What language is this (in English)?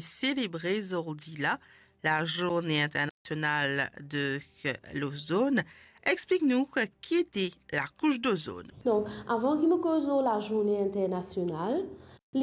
Morisyen